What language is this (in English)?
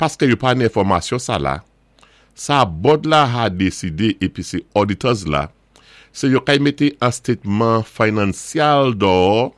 Saint Lucian Creole French